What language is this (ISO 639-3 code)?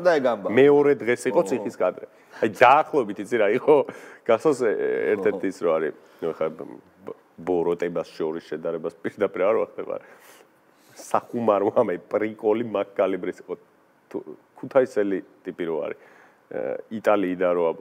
kat